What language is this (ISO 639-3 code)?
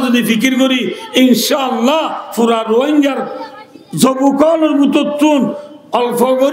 rhg